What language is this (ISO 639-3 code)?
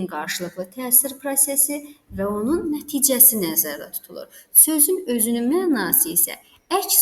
aze